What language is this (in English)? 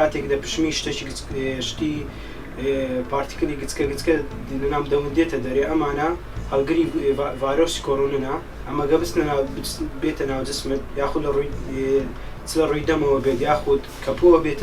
Central Kurdish